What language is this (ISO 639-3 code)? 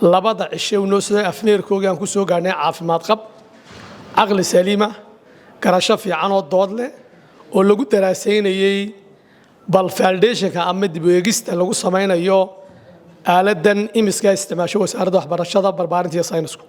som